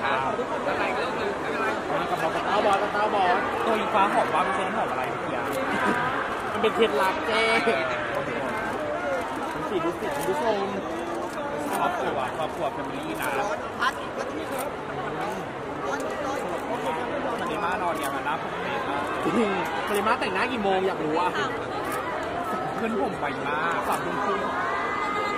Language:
Thai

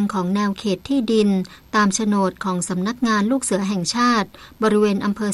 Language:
Thai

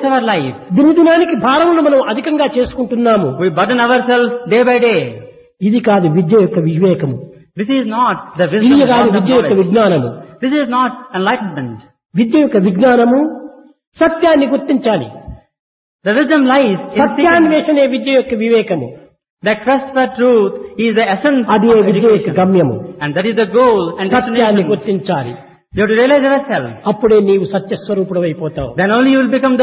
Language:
Telugu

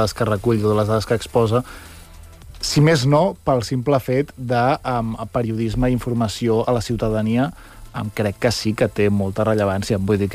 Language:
Catalan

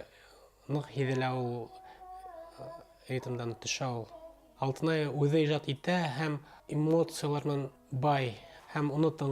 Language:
Bashkir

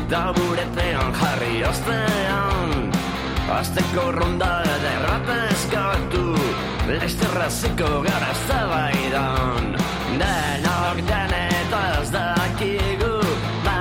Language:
Basque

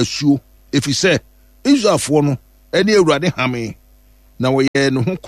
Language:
Akan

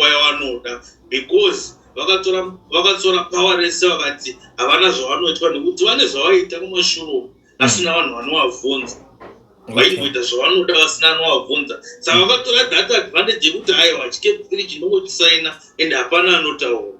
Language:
Shona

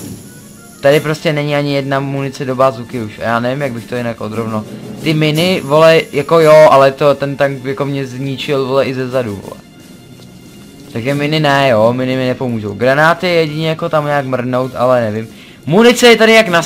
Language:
Czech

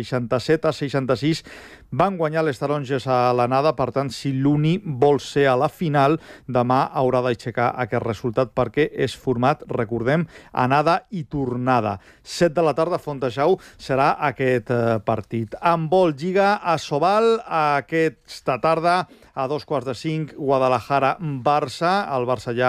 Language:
Catalan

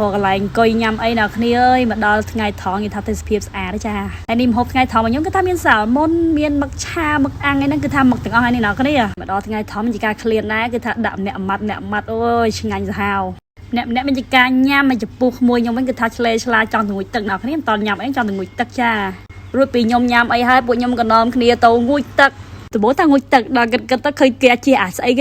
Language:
Khmer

